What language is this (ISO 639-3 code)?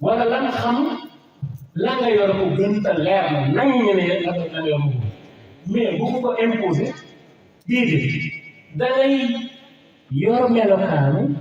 wol